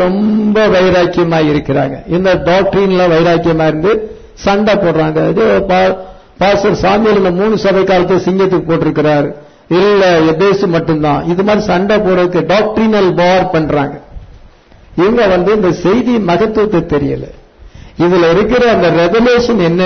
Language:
Tamil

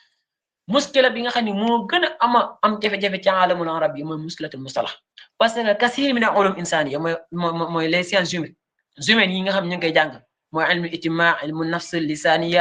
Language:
Wolof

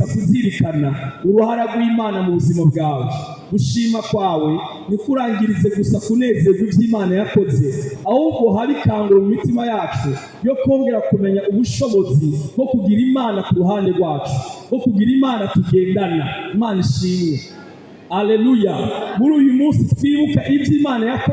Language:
Rundi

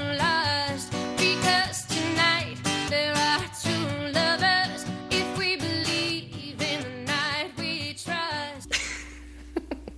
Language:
Thai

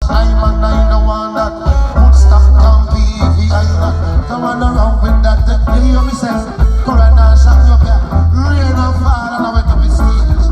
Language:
Jamaican Creole English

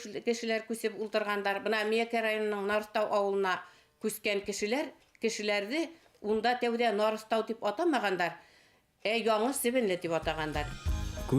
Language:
Bashkir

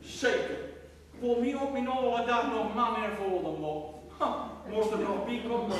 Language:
Gronings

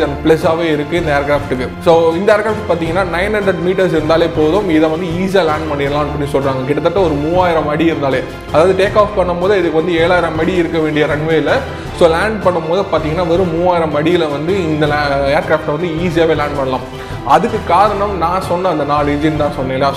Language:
Tamil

